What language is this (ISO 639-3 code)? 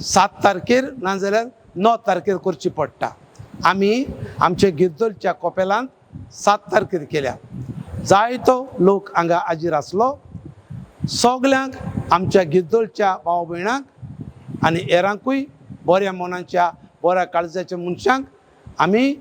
kok